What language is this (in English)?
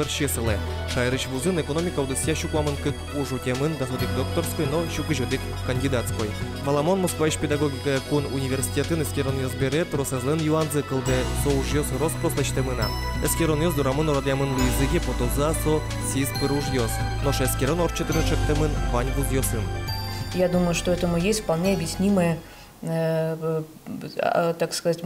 Udmurt